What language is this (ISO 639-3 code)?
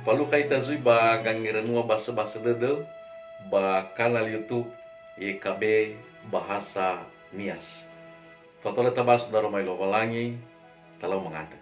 nia